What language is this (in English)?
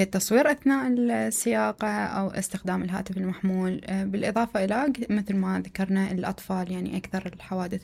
Mesopotamian Arabic